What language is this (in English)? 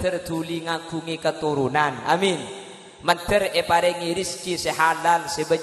Madurese